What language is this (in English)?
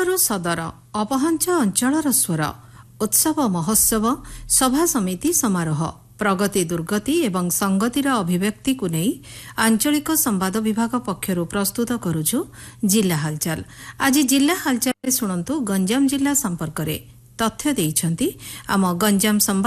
Odia